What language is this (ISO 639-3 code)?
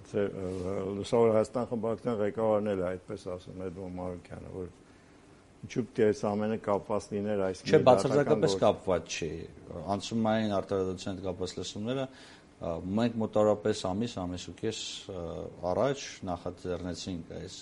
hye